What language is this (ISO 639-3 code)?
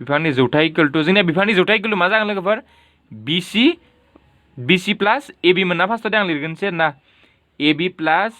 brx